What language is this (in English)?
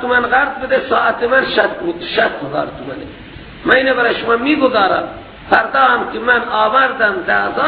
Persian